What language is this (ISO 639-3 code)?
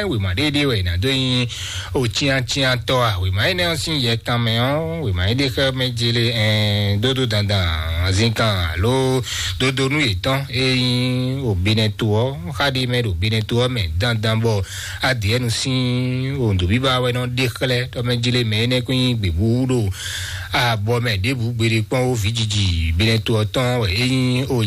fon